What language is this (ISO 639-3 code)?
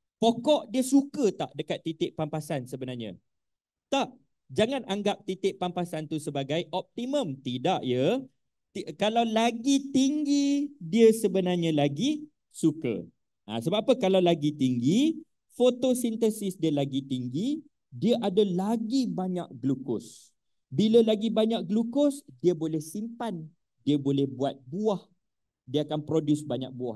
msa